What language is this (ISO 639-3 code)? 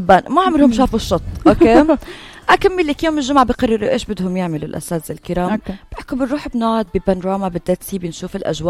apc